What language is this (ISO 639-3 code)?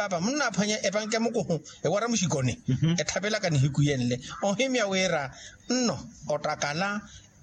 vmw